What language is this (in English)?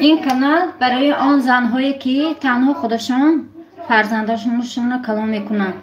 Tajik